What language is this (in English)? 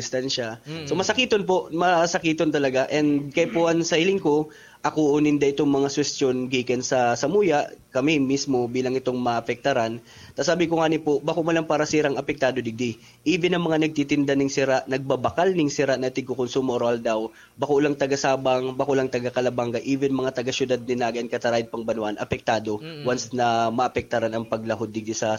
Bikol